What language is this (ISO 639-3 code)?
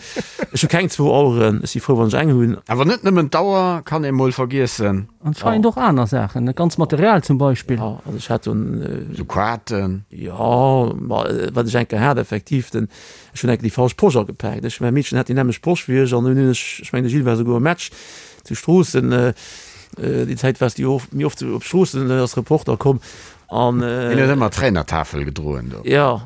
ltz